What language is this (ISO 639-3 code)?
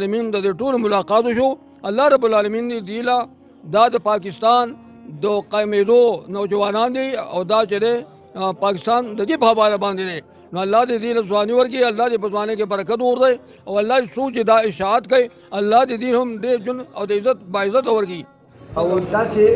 pus